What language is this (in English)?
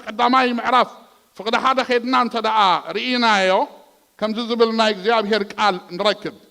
Tigrinya